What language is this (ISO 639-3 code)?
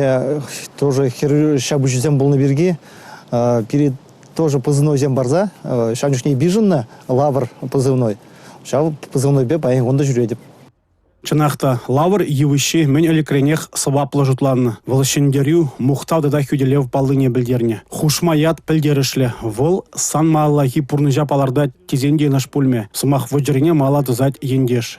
chv